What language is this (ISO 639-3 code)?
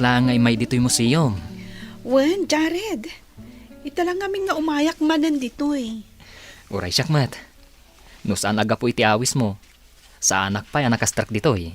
ilo